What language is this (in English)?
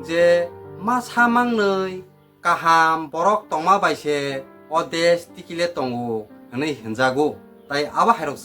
Kok Borok